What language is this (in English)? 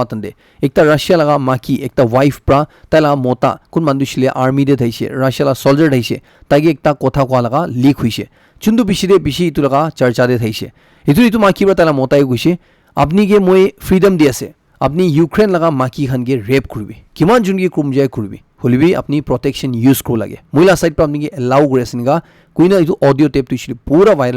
Naga Pidgin